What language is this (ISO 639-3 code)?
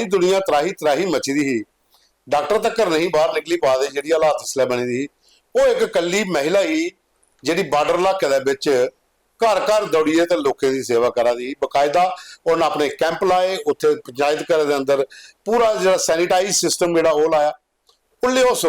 doi